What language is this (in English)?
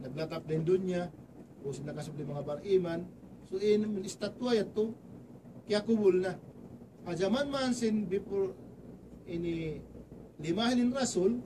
Tausug